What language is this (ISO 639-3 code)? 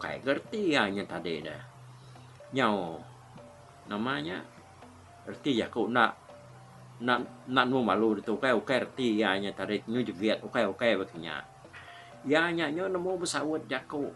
iba